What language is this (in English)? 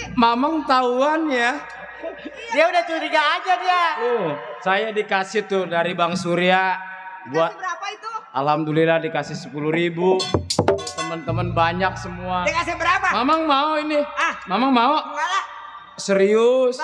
Betawi